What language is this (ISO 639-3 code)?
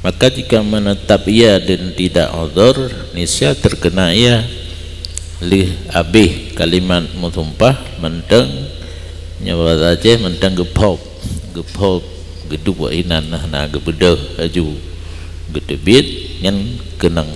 ace